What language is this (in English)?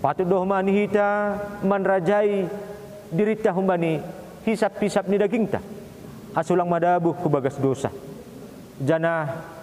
Batak Simalungun